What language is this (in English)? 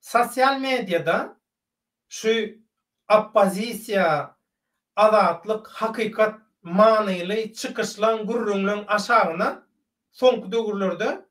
Turkmen